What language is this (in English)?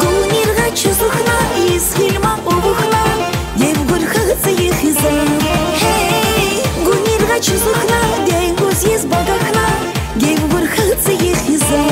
Tabassaran